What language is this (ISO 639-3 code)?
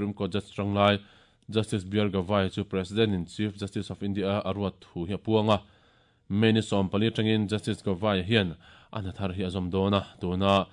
lus